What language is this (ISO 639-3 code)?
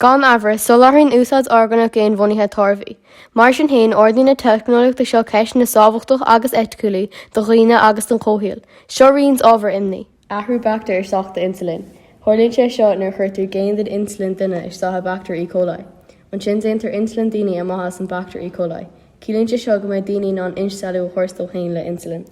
gle